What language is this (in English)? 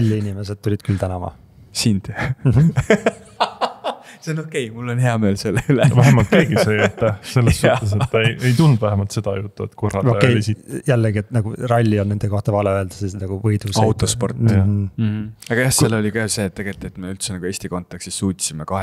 Estonian